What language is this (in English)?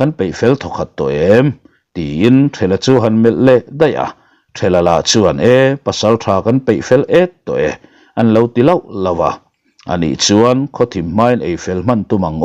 Mizo